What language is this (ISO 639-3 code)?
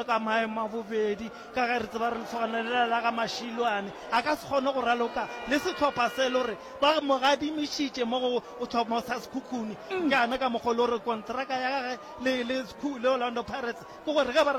nso